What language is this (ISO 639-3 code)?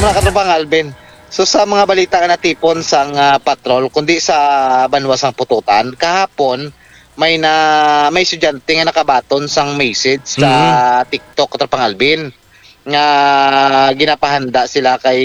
hil